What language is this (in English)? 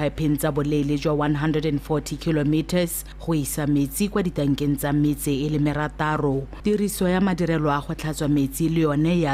Tswana